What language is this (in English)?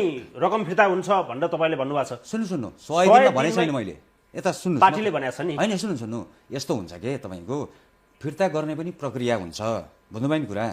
Nepali